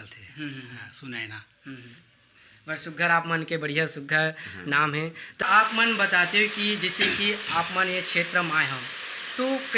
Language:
Chhattisgarhi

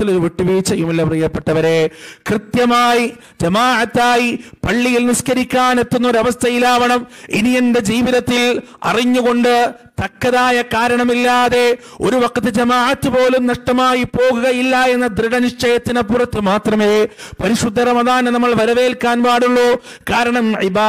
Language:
Malayalam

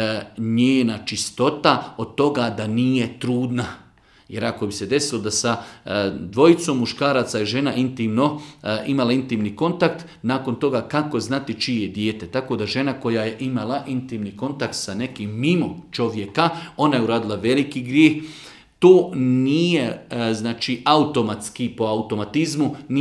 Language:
Bosnian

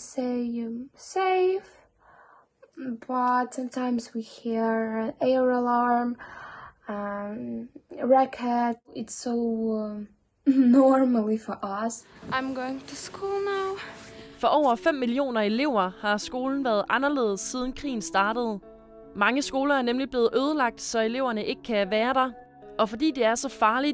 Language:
Danish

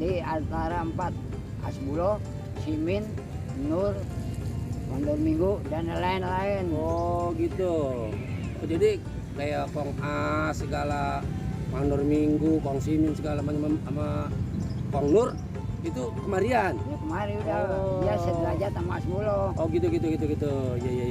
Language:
Betawi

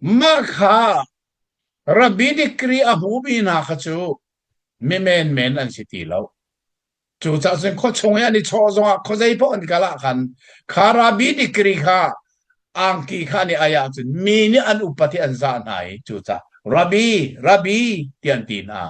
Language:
Hakha Chin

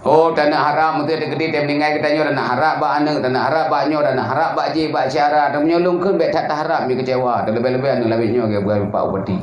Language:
Achinese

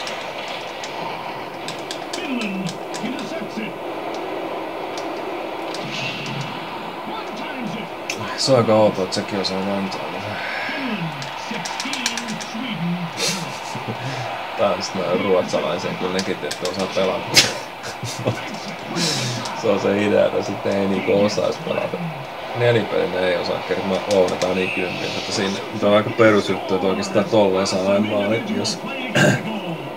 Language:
Finnish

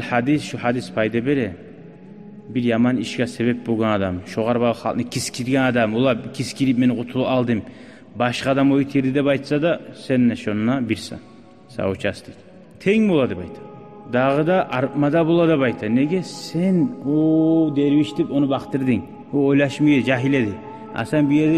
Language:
Kumyk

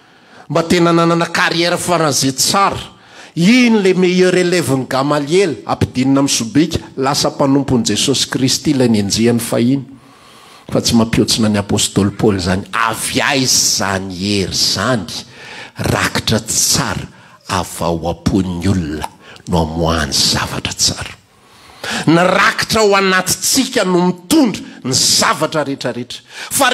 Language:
Malagasy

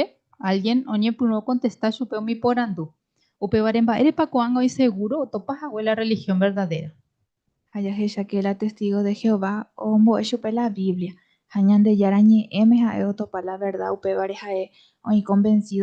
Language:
Guarani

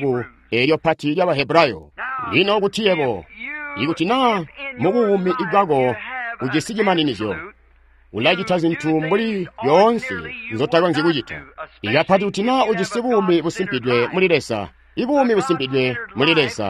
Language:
Tonga (Zambia)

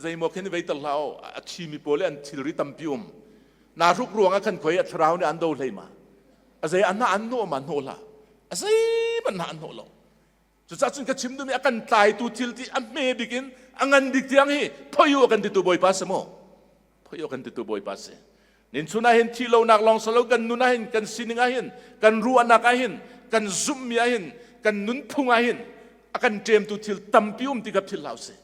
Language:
Hakha Chin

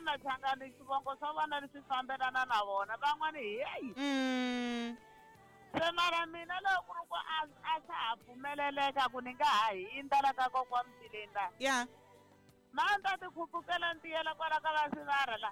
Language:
Tsonga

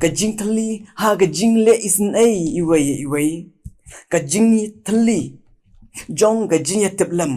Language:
Khasi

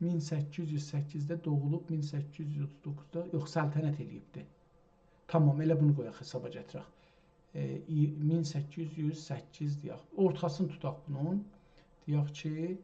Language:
South Azerbaijani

